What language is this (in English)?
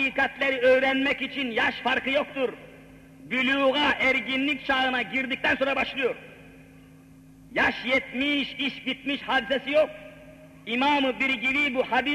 Turkish